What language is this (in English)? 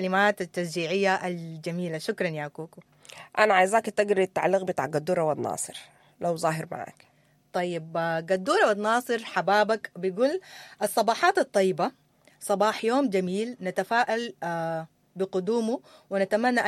Sudanese Arabic